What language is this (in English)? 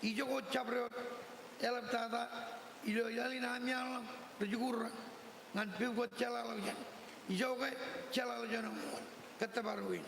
Marshallese